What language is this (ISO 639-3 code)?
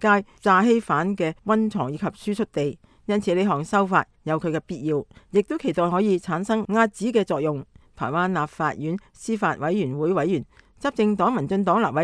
yue